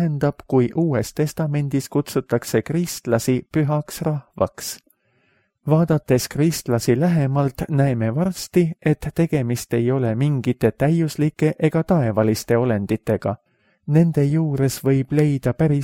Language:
Estonian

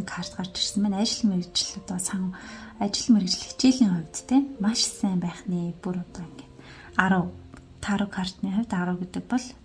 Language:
Mongolian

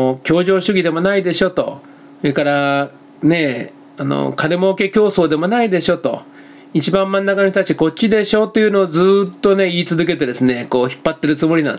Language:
Japanese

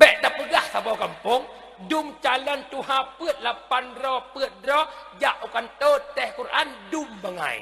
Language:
Achinese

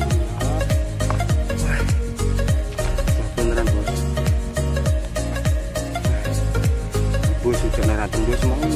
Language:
Indonesian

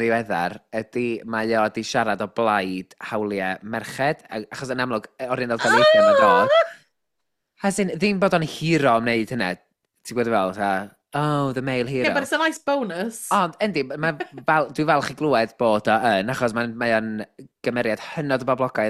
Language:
Welsh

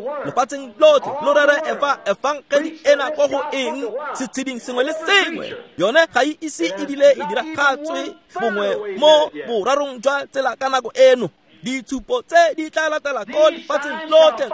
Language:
Tswana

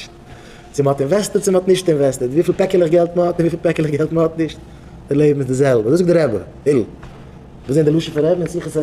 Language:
Yiddish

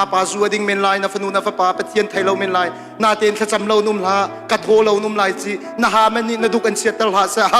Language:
Hakha Chin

